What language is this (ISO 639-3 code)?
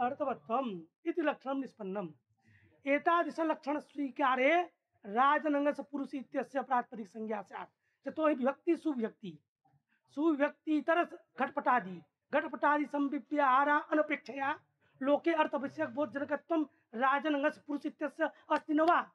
san